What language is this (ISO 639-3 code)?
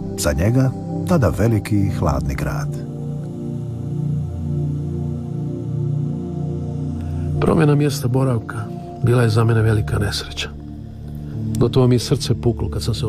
hrv